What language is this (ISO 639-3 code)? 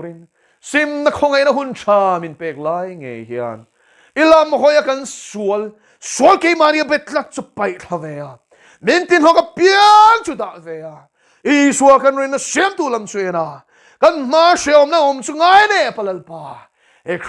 lus